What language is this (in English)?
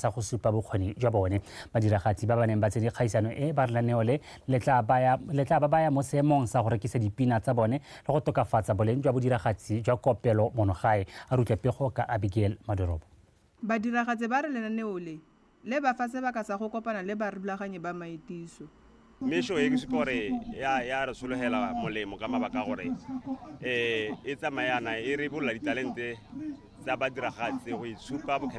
Tswana